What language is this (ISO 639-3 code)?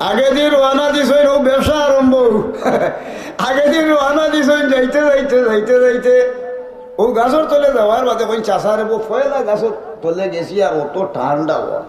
syl